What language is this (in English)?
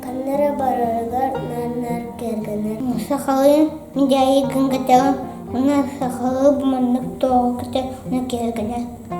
Yakut